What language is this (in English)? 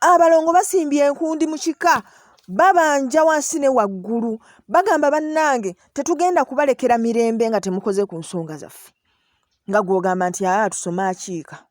Ganda